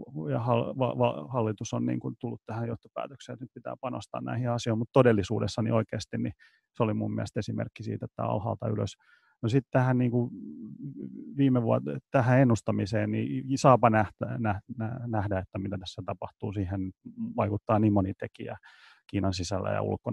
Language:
Finnish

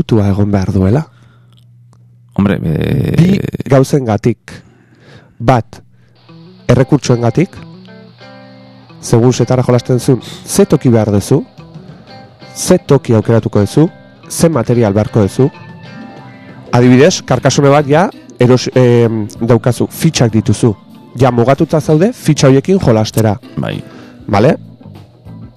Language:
Basque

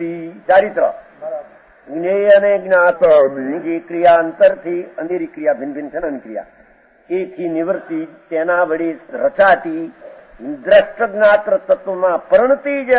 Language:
Gujarati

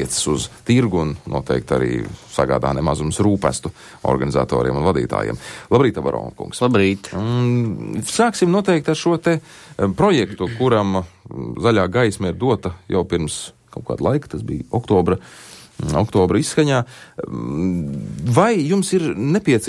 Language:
Latvian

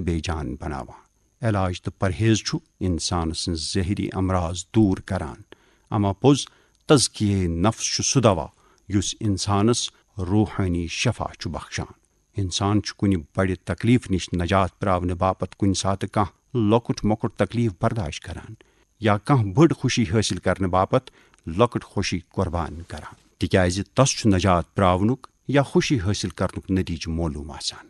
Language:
Kashmiri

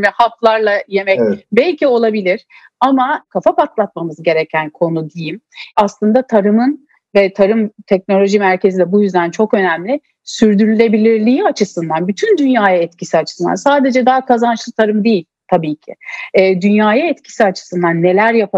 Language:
Turkish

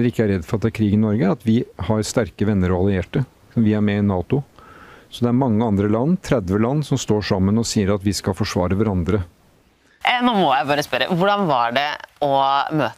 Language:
Norwegian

